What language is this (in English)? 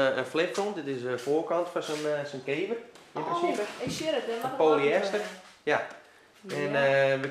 Western Frisian